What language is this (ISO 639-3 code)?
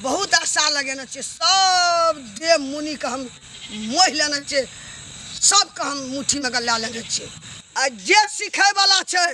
mai